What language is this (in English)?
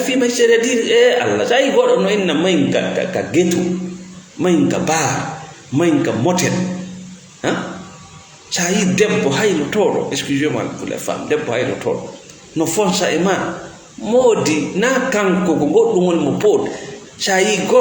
Fula